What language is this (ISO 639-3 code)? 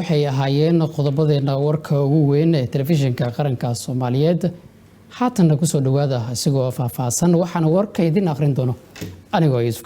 som